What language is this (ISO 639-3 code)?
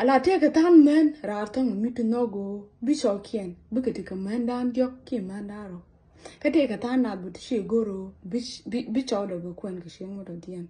nus